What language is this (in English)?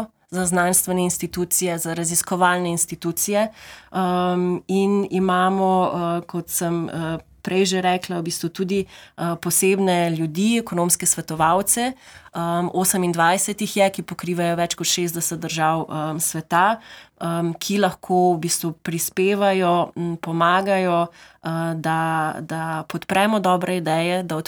Slovenian